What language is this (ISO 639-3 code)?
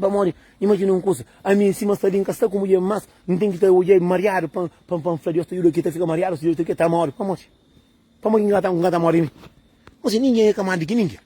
kea